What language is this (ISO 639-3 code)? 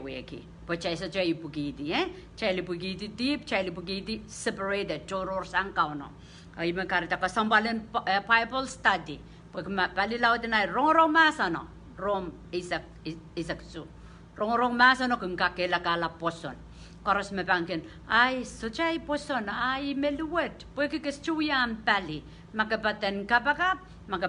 pon